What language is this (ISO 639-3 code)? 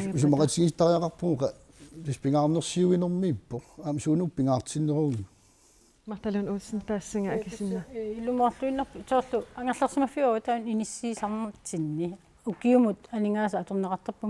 kal